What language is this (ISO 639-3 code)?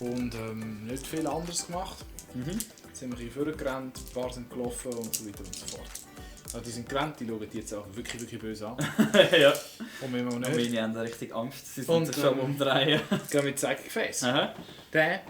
gsw